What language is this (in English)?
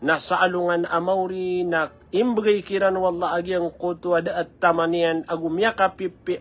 Maranao